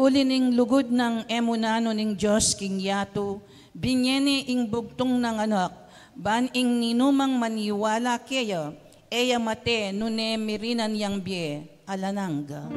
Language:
Pampanga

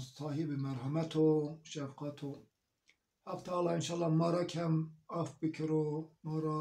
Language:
Zaza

